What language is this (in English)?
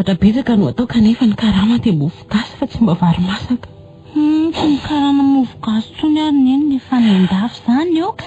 Malagasy